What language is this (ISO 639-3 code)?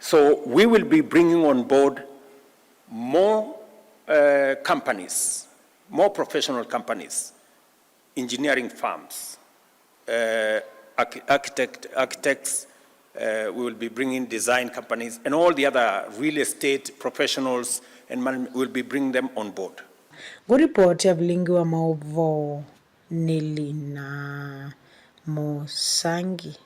kam